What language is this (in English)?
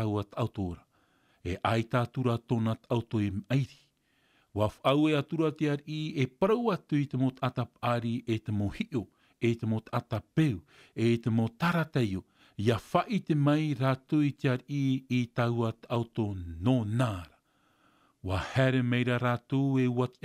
Tahitian